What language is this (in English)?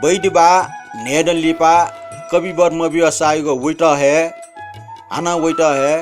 Newari